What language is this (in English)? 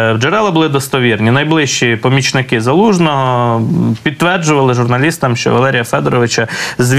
Ukrainian